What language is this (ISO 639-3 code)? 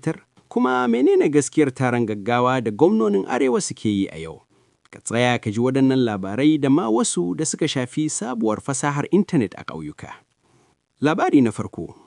hau